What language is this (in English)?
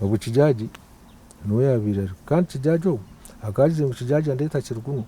Nyankole